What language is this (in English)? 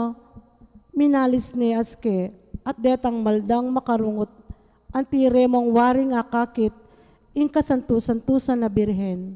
Pampanga